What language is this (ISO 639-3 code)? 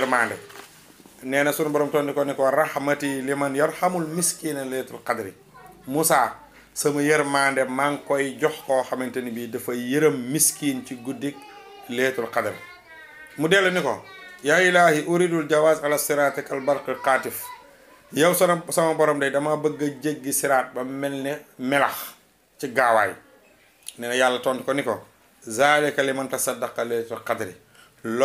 wol